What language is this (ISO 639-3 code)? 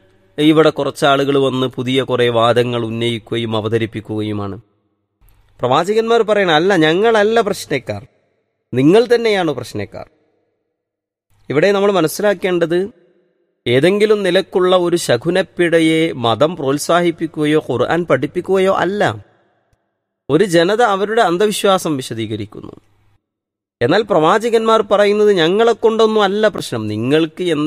mal